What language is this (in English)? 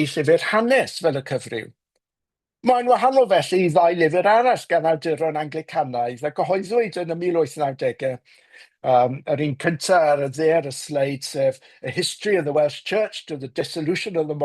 Welsh